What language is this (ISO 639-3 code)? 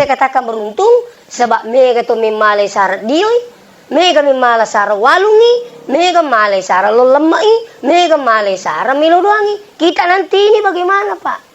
bug